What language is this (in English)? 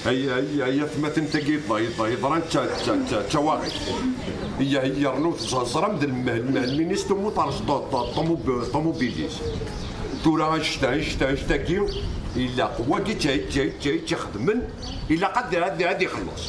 Kabyle